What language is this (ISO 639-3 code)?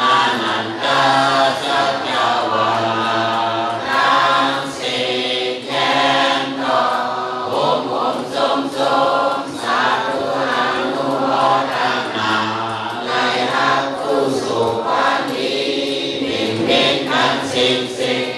shn